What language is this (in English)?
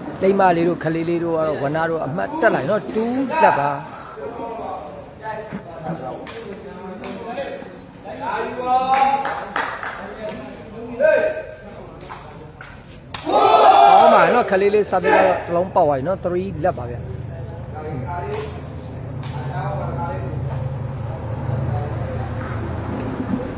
Burmese